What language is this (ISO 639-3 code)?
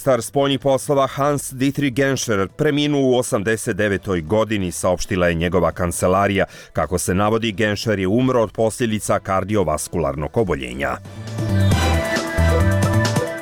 bos